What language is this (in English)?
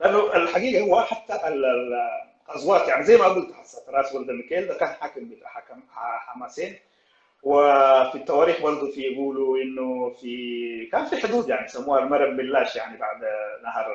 Sudanese Arabic